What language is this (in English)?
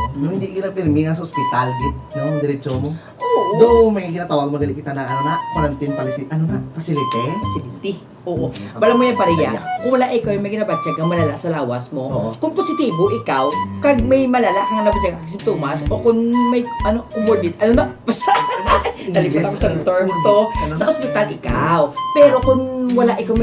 Hiligaynon